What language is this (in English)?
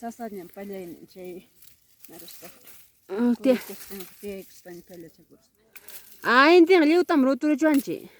Ayacucho Quechua